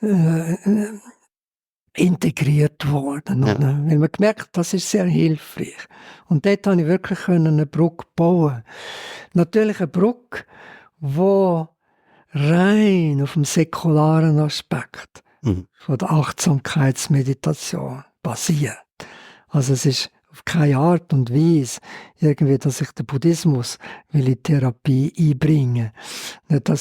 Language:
Swiss German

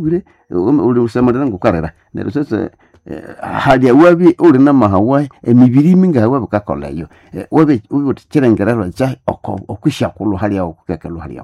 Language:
Nande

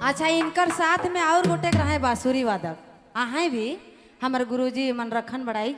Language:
Sadri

